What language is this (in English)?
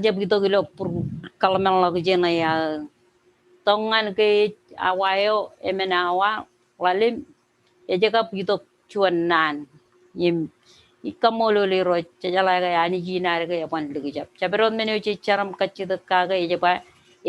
Marshallese